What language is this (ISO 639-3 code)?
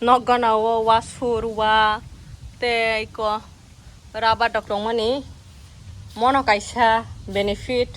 trp